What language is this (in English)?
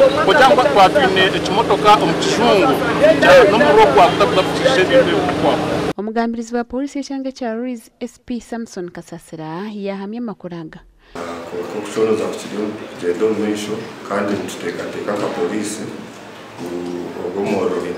Nyankole